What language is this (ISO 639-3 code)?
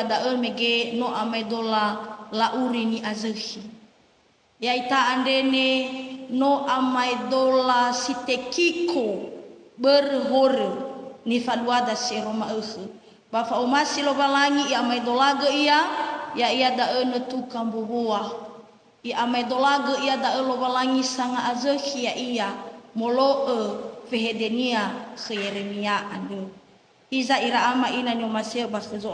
nia